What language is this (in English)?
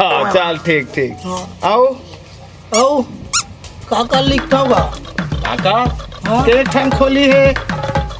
Chhattisgarhi